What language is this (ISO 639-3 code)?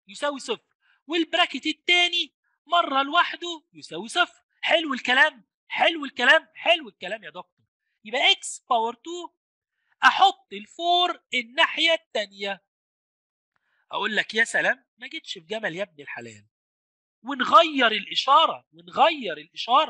arz